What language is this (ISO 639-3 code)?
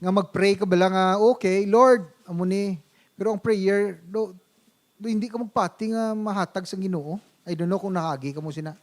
hil